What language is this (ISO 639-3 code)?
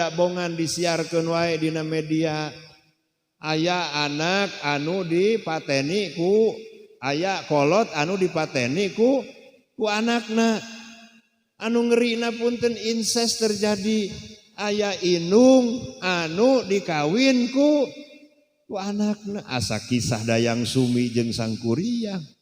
sun